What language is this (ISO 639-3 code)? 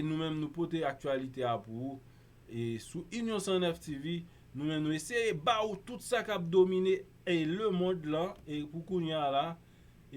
hat